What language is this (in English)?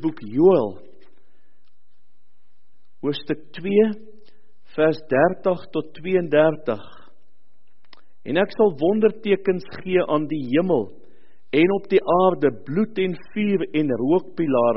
Afrikaans